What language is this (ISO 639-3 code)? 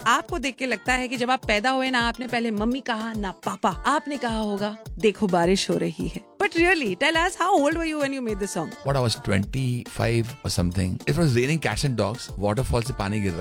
hin